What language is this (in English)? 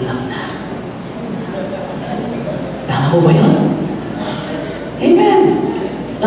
Filipino